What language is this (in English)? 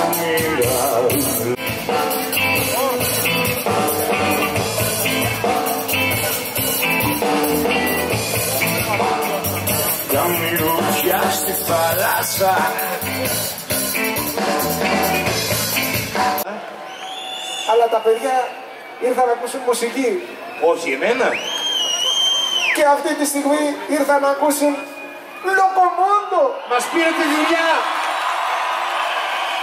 Greek